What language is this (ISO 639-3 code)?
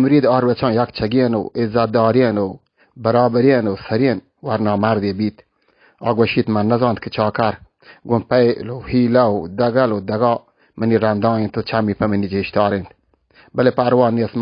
bal